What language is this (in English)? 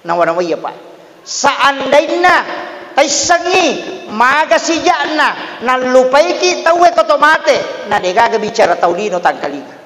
Buginese